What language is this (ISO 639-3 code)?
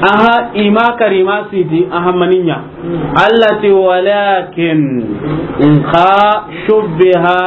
snk